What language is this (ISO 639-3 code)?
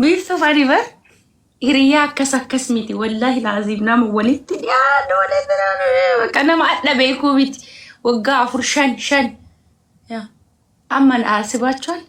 orm